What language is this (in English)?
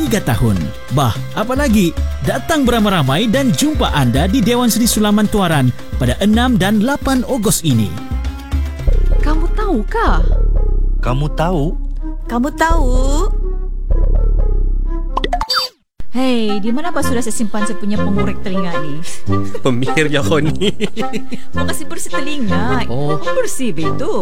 Malay